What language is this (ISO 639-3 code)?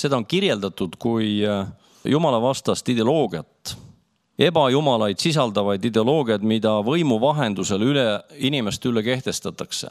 est